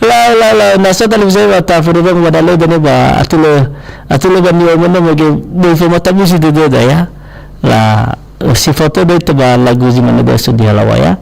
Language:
Nias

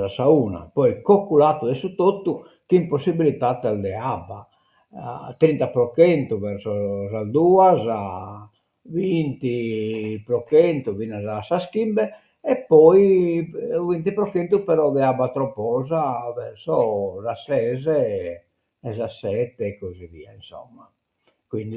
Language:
Sardinian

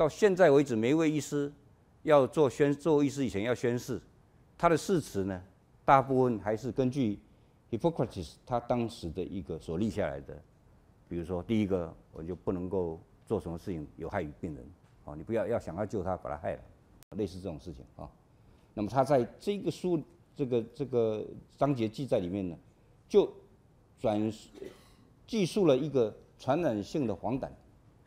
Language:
Chinese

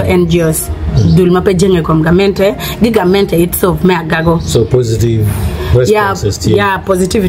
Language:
Acoli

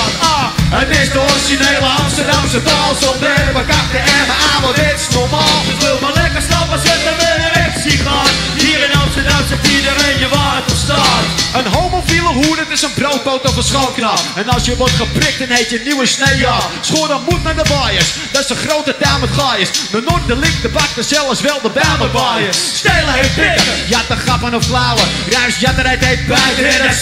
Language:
Dutch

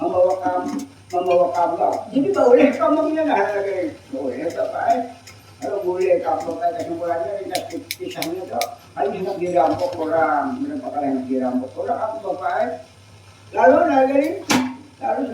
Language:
Banjar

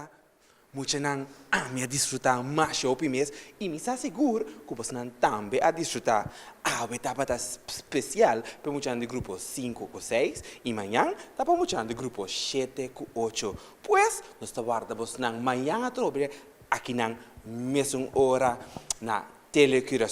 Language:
Papiamento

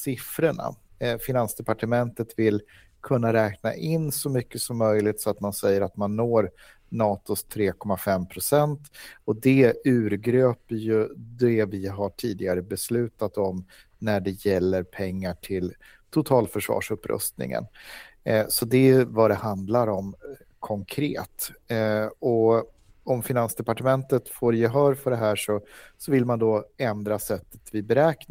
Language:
Swedish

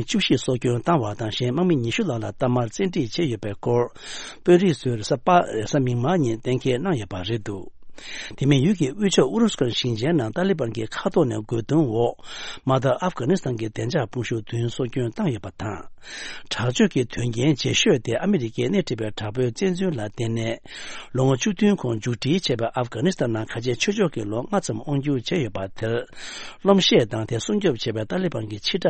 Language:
Tibetan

